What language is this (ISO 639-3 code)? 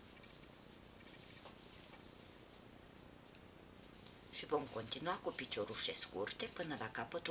ron